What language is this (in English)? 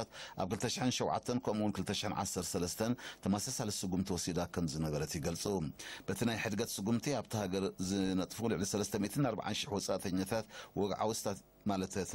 Tigrinya